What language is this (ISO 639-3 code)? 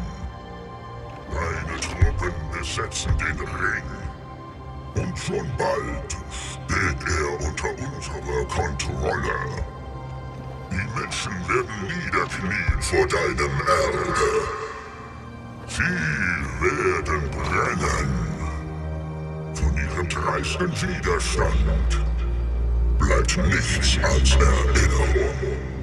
deu